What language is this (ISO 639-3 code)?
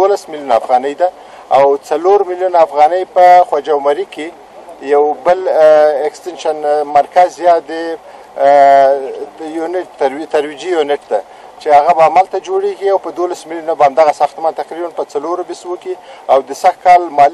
fas